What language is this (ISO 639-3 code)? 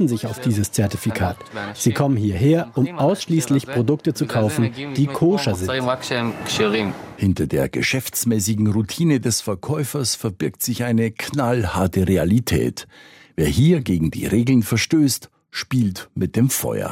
deu